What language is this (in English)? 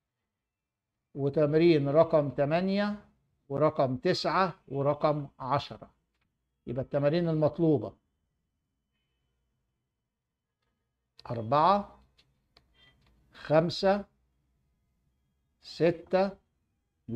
Egyptian Arabic